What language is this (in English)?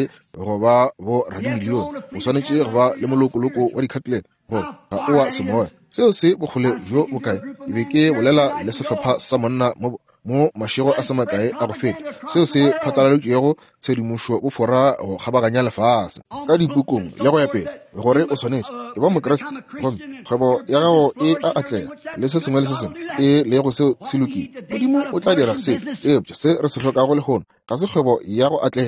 Northern Sotho